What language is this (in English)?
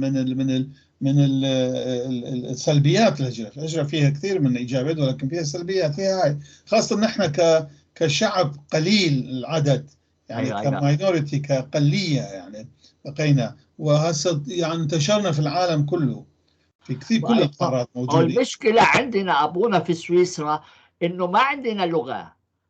North Levantine Arabic